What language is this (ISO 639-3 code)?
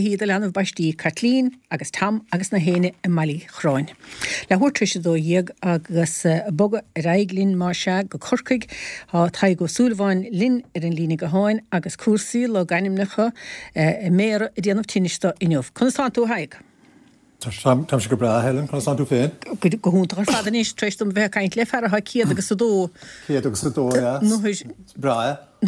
gle